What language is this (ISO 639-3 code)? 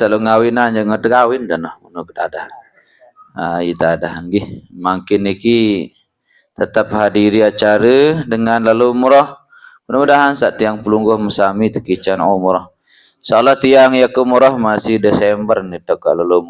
sas